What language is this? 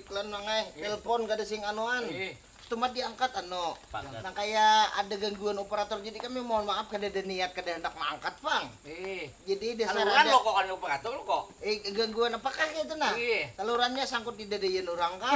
Banjar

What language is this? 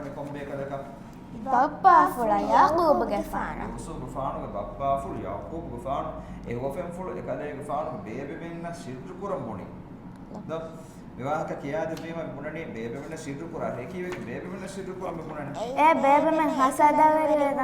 Divehi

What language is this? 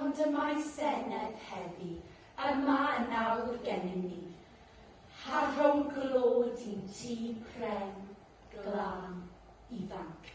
Welsh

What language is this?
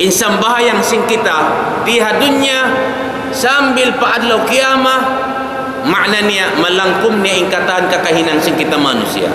Tausug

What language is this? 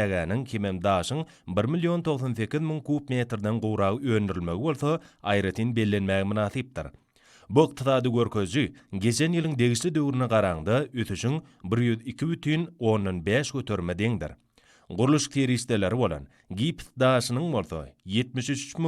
Turkmen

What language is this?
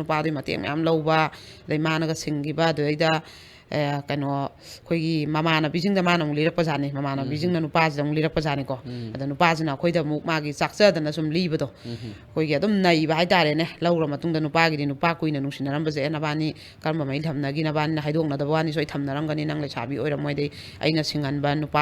Manipuri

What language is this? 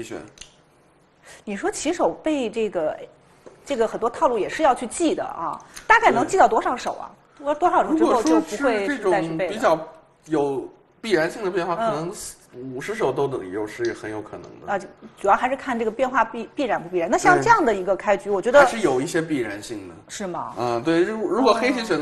Chinese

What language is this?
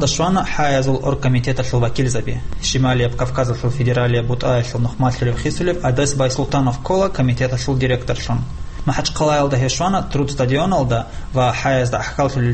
Avaric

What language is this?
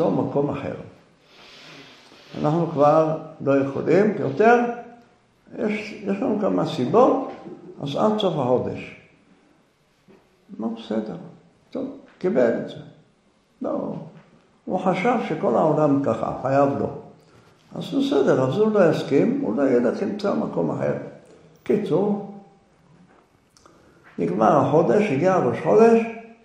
Hebrew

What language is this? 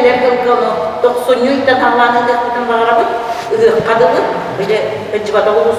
Yakut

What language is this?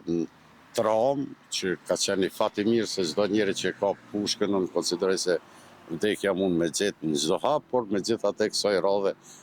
Albanian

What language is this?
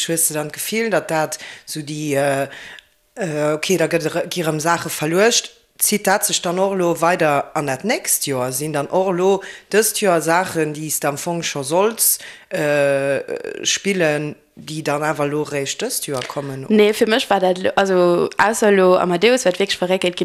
Luxembourgish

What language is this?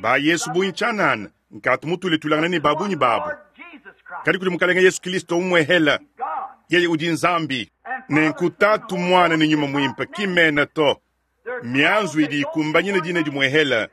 Luba-Lulua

